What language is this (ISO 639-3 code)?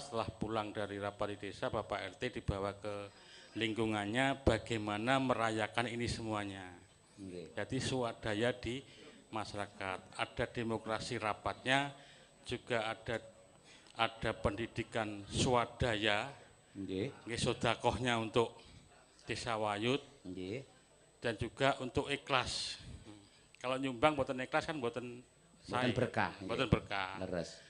jav